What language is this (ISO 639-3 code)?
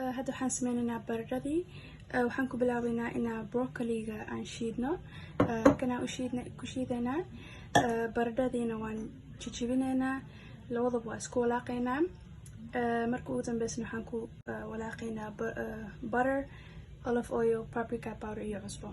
som